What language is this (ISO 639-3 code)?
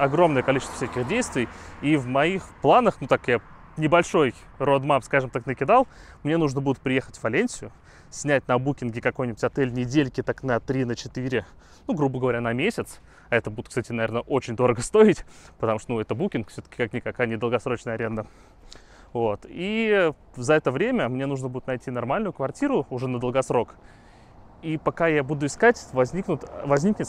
rus